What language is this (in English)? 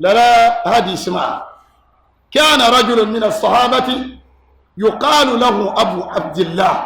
Dagbani